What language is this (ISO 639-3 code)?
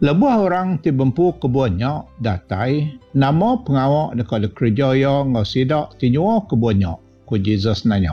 iba